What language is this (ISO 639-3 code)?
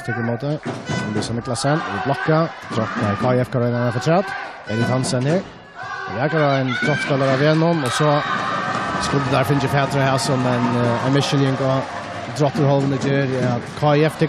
fao